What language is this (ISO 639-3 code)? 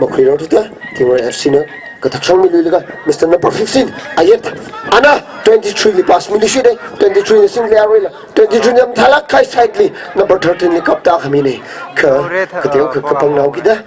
nmf